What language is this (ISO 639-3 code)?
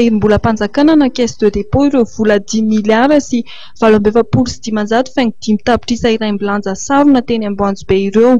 mlg